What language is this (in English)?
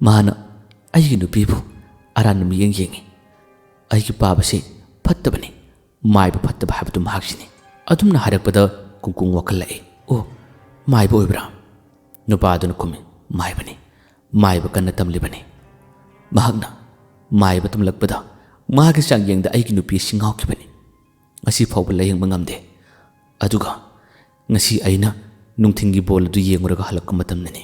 Manipuri